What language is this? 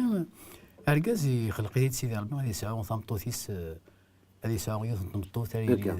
Kabyle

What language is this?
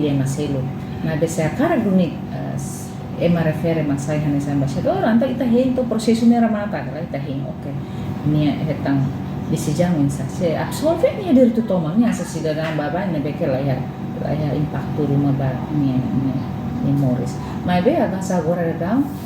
Tetum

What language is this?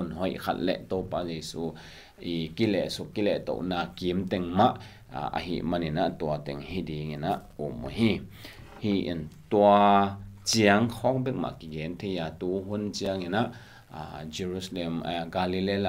Tedim Chin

